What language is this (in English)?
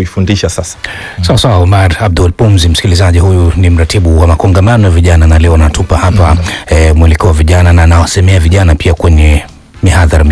Swahili